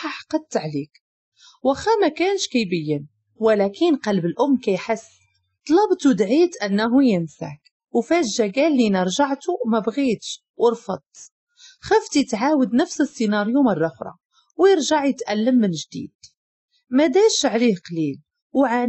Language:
Moroccan Arabic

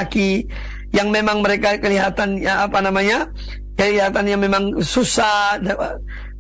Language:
Indonesian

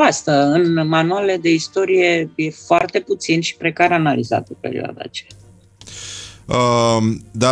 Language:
Romanian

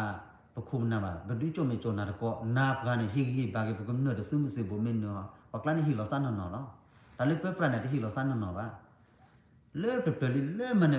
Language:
S'gaw Karen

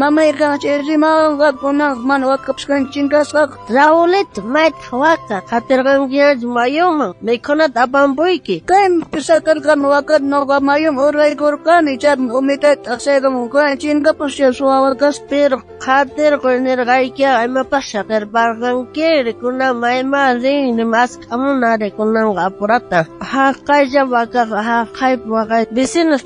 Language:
South Bolivian Quechua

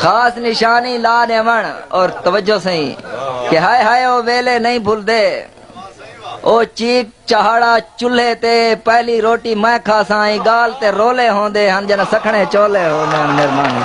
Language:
Saraiki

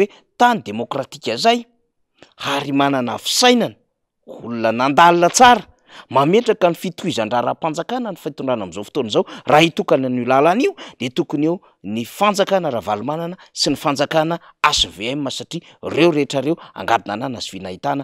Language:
Malagasy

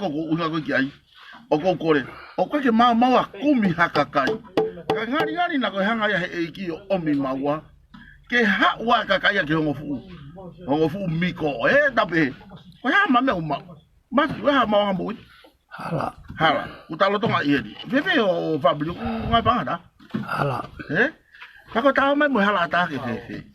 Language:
Tongan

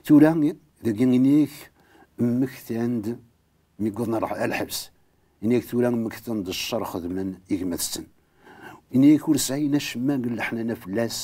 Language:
Kabyle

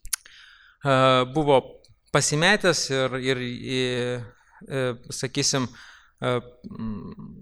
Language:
Lithuanian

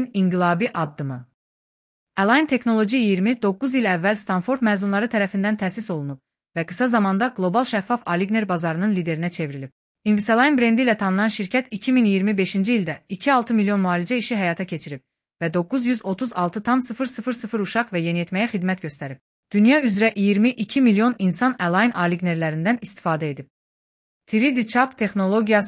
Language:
Azerbaijani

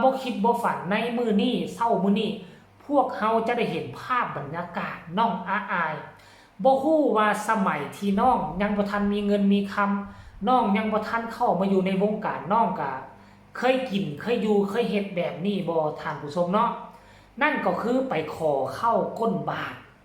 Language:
Northeastern Thai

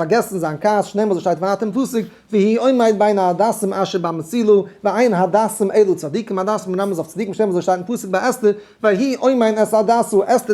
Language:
Yiddish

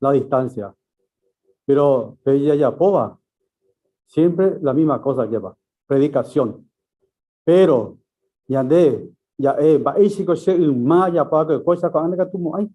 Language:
Guarani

